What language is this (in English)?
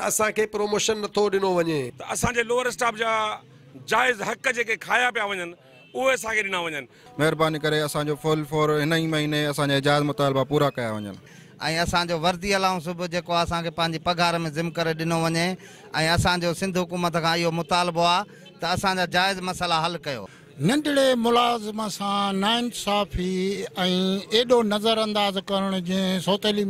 Sindhi